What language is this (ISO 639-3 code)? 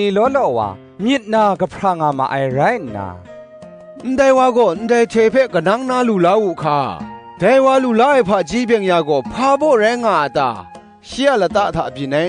kac